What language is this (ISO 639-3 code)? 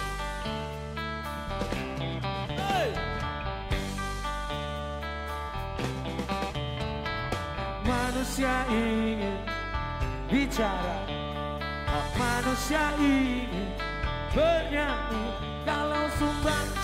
ind